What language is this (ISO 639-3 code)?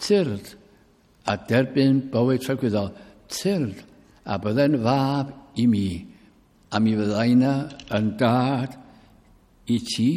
cym